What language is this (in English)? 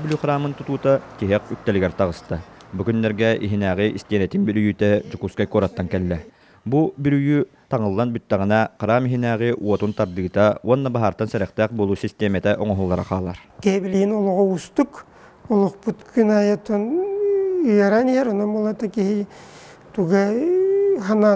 Yakut